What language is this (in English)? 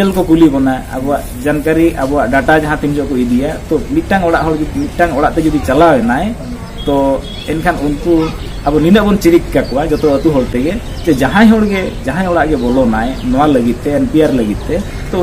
Santali